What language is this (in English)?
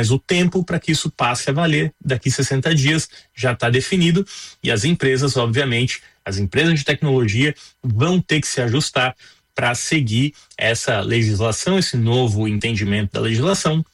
Portuguese